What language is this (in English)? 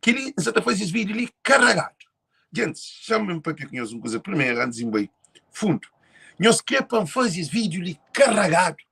Kabuverdianu